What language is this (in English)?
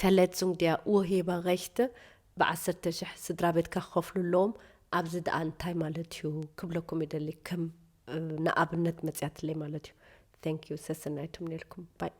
Tigrinya